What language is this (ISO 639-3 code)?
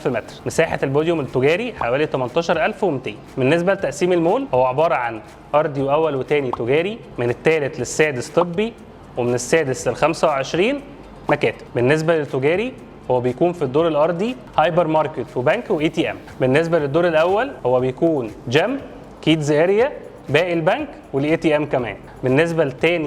arz